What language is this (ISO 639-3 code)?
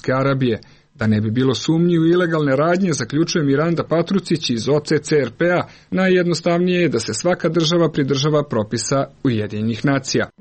srp